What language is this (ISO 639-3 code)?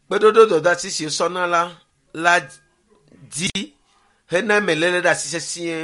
ewe